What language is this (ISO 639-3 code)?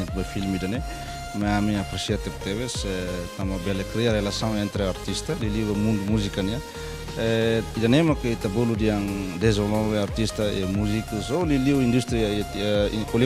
tet